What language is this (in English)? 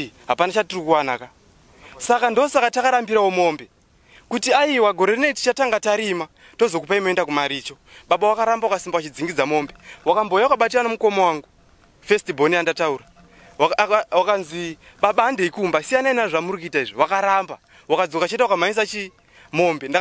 Shona